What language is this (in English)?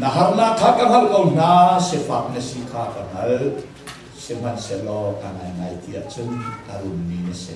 Hakha Chin